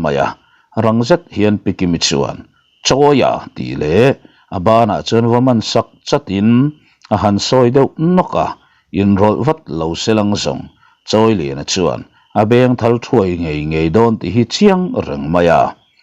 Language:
Mizo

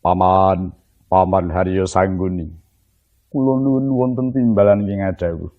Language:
Javanese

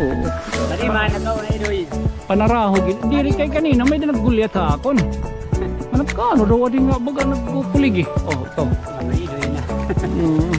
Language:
Waray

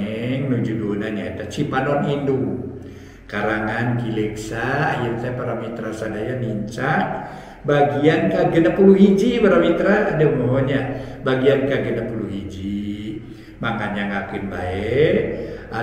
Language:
Sundanese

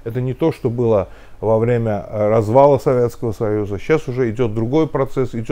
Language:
Russian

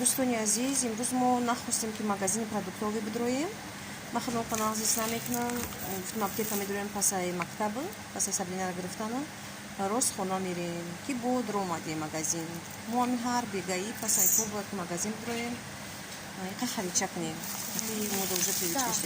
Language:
Tajik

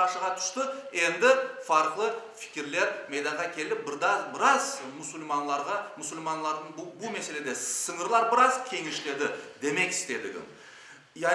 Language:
Crimean Tatar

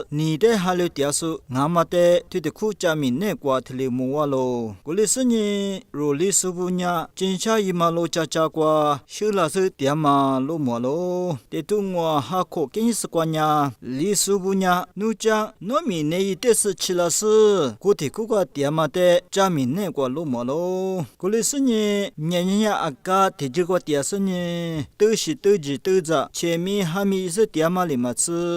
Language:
Lisu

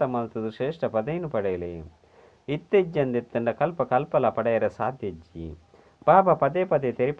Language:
Tulu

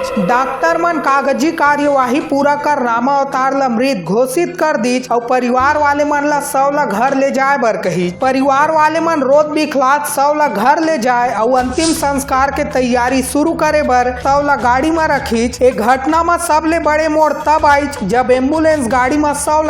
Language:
Chhattisgarhi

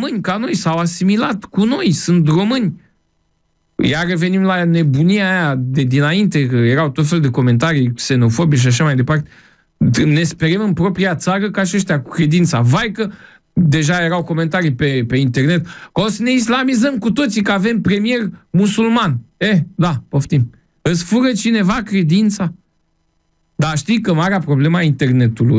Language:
Romanian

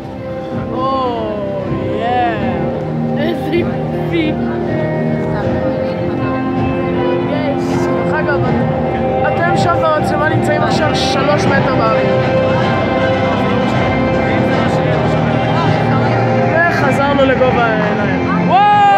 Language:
Hebrew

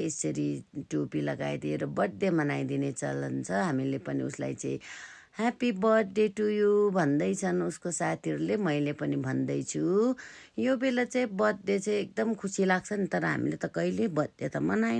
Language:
Nepali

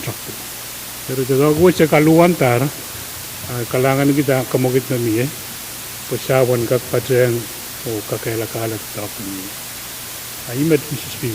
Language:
Pohnpeian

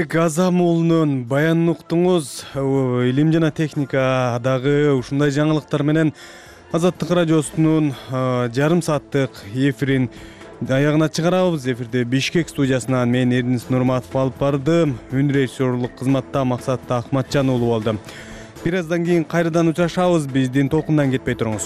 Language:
Kyrgyz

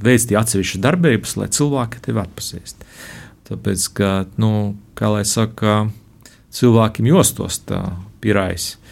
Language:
Latvian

